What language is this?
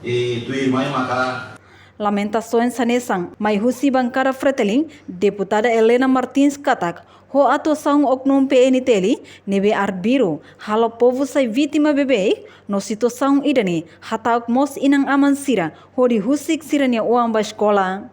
Tetum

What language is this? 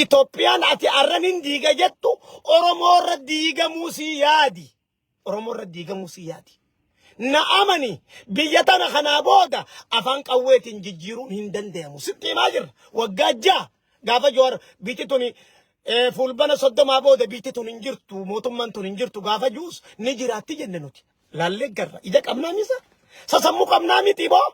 Oromo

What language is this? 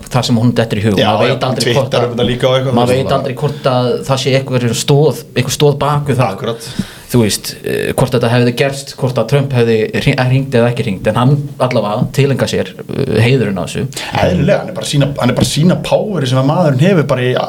Icelandic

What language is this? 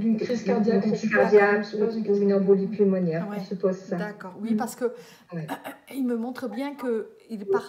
French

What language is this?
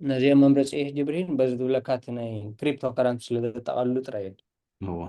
Tigrinya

